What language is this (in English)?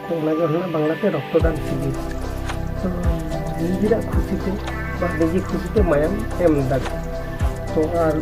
Santali